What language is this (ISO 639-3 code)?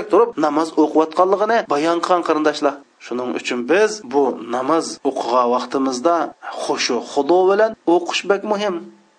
uig